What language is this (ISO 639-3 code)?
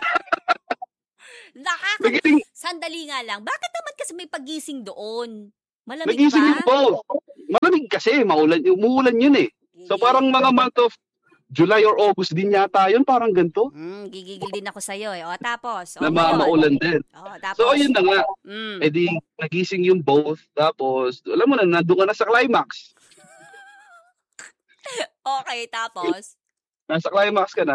fil